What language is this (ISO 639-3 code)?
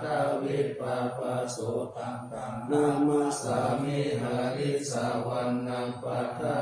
pli